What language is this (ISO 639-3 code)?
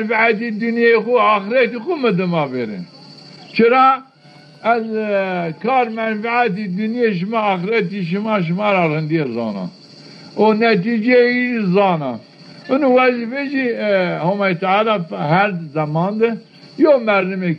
zza